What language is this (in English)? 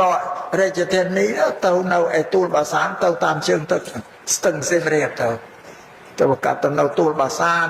Khmer